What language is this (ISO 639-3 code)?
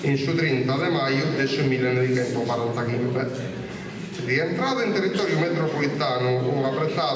srd